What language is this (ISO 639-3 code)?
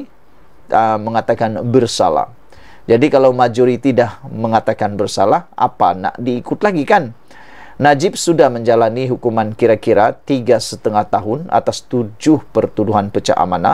msa